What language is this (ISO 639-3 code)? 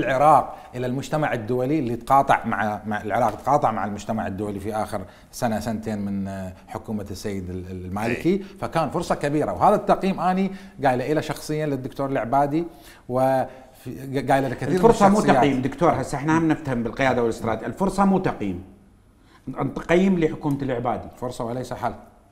acm